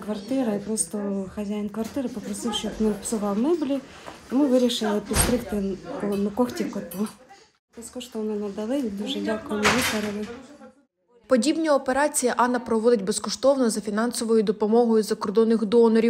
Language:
Ukrainian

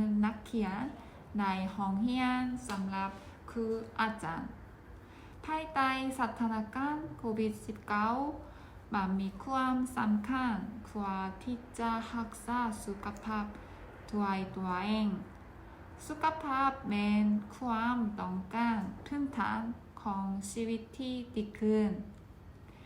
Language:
Lao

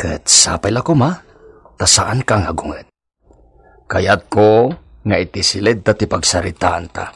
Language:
Iloko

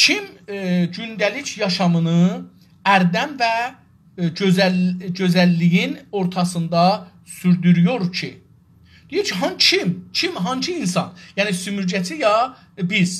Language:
South Azerbaijani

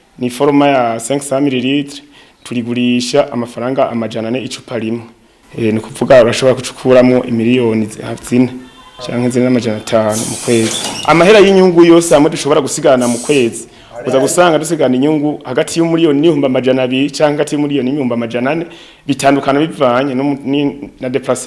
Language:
Rundi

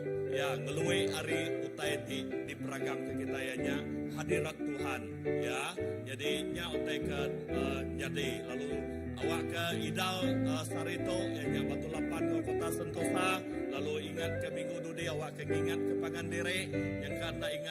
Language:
Iban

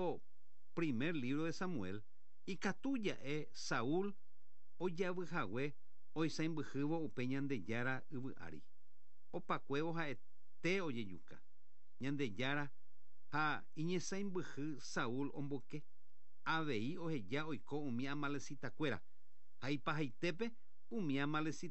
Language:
Guarani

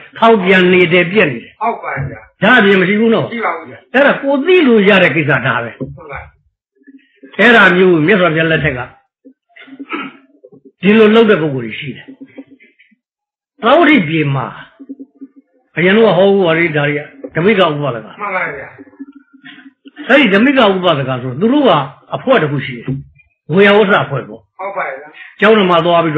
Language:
Burmese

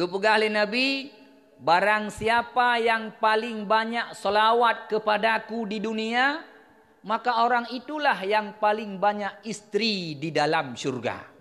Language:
Achinese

